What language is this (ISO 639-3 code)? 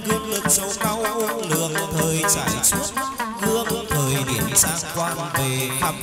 vie